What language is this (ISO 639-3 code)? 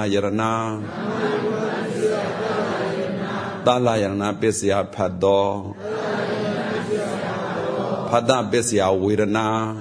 mya